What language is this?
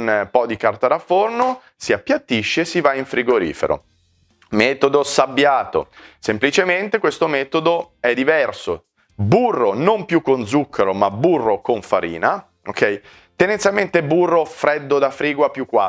Italian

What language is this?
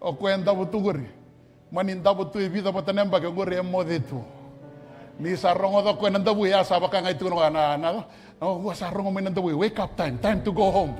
Fijian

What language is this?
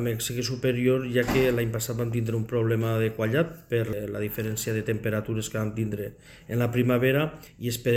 Catalan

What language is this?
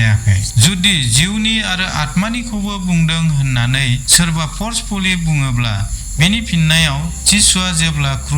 Bodo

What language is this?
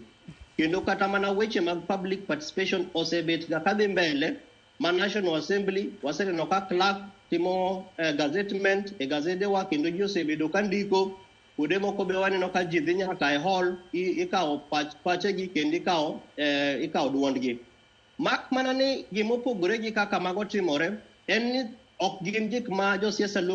Luo (Kenya and Tanzania)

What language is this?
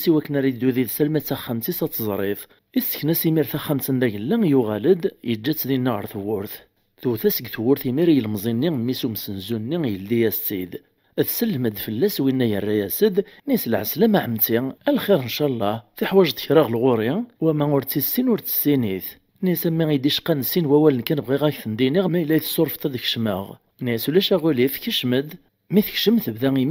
Kabyle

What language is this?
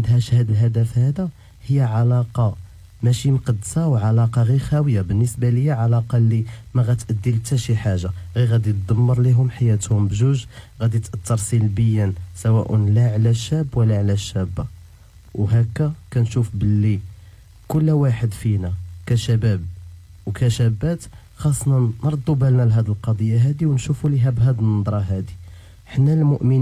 Moroccan Arabic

